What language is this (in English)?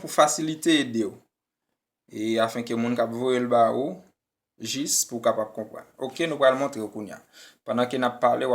Haitian Creole